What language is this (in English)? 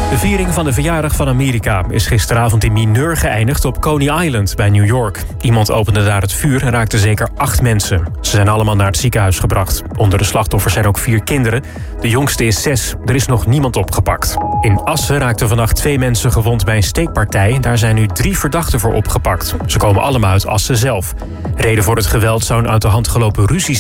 Dutch